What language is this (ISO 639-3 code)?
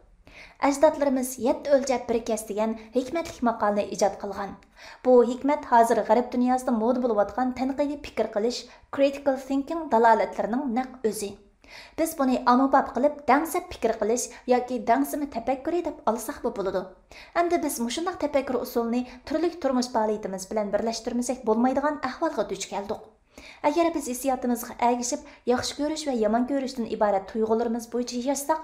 uig